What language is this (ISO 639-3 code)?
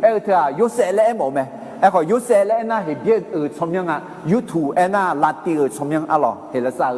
ahk